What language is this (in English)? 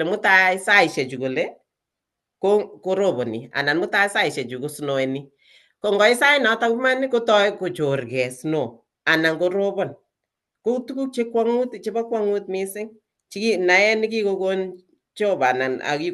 Kalenjin